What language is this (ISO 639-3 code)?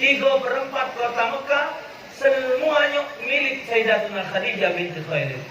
mui